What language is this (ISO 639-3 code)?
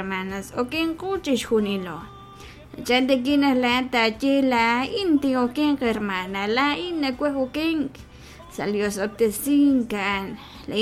kek